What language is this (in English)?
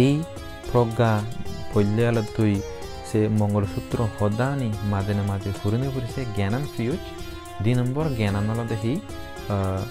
Chakma